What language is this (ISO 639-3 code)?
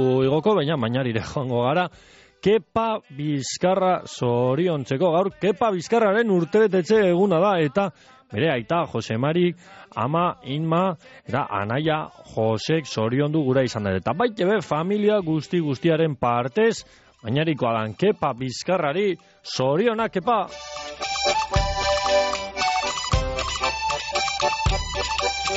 eus